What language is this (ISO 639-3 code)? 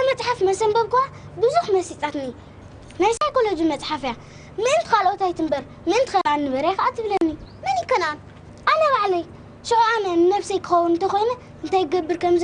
tir